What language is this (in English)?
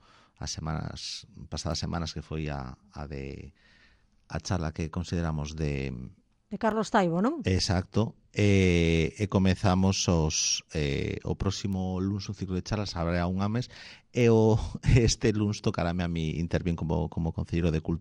Galician